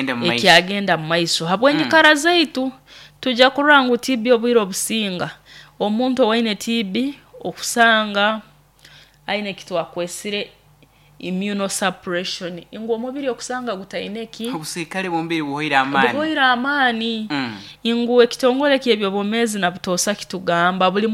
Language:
Nyoro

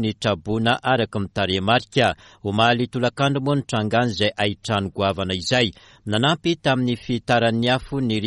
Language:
Malagasy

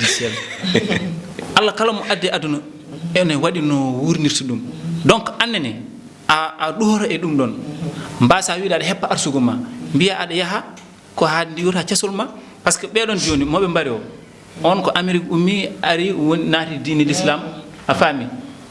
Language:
Fula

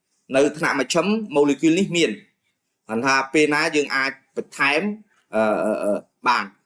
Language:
Khmer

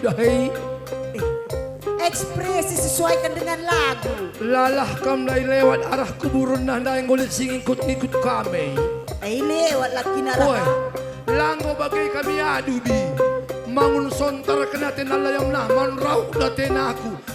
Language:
Batak Karo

